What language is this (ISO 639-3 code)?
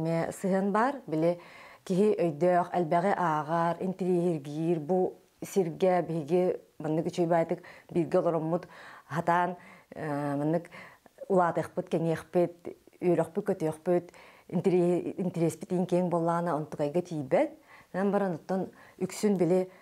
sah